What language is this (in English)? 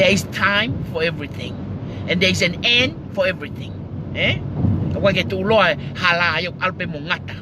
Tongan